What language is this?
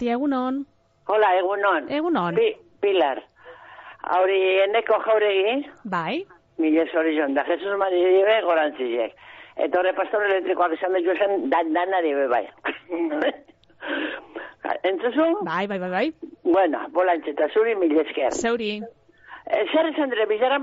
Basque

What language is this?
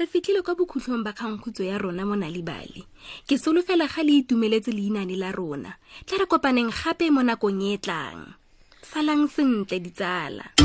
Tswana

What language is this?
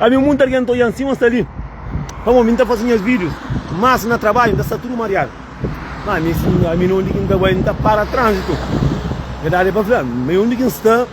Kabuverdianu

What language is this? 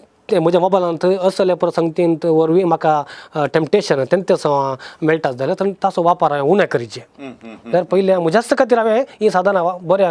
Konkani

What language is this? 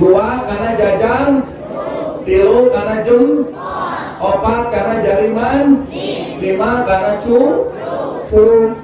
Sundanese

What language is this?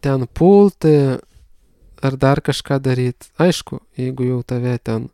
Lithuanian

